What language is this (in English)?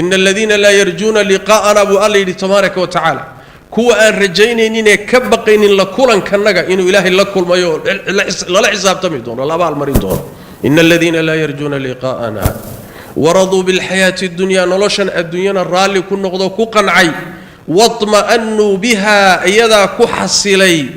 Somali